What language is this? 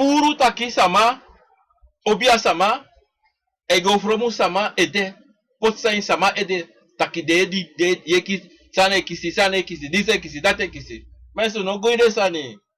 Sranan Tongo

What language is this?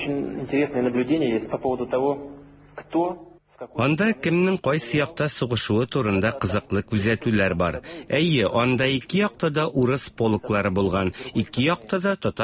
Tatar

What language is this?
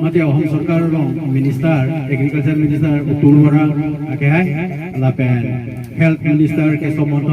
Karbi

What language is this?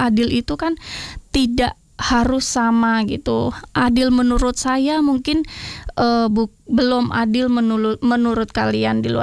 Indonesian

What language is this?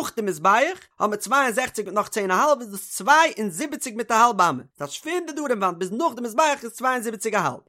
Yiddish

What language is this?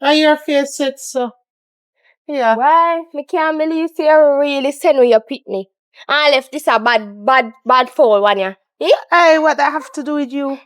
Jamaican Creole English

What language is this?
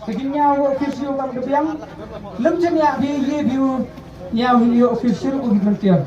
Khasi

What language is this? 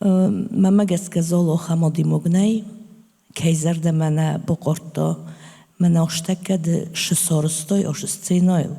Ossetic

